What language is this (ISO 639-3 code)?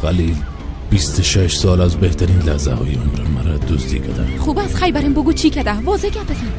tgk